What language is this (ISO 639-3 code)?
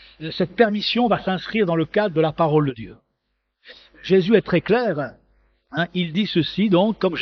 fra